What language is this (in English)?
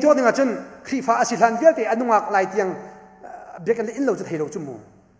Hakha Chin